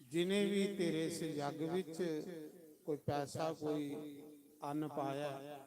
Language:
Dogri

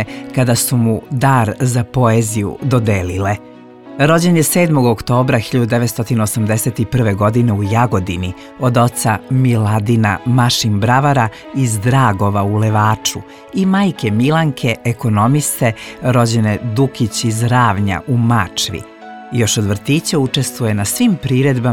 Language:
Serbian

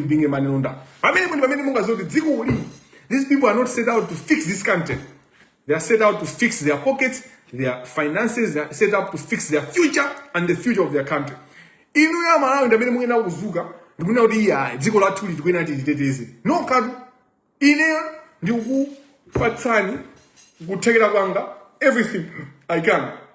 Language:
Nyanja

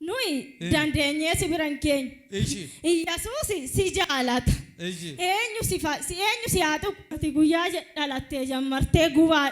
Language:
Oromo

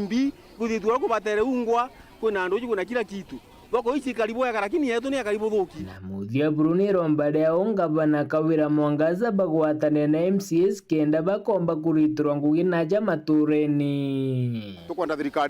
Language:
Meru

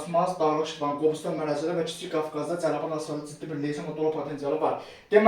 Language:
Azerbaijani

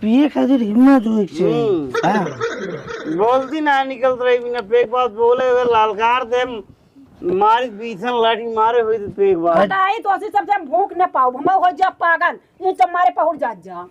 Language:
Awadhi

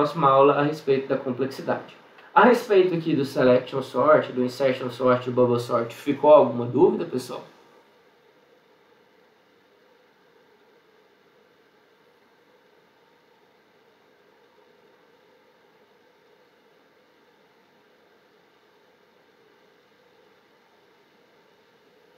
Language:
Portuguese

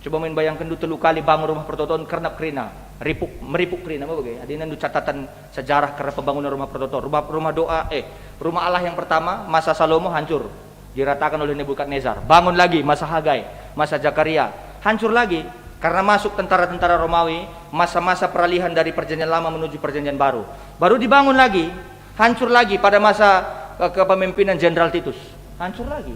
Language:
Batak Karo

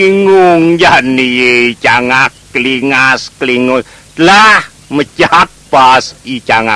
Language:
Balinese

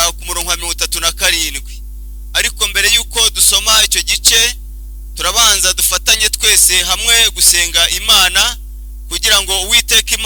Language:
Kinyarwanda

